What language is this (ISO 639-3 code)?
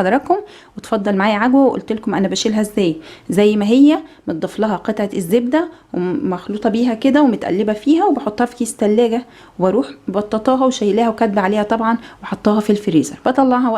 arz